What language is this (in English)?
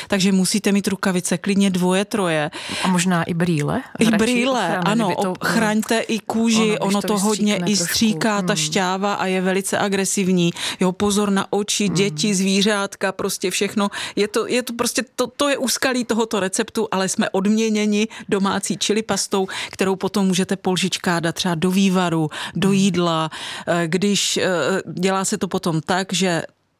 Czech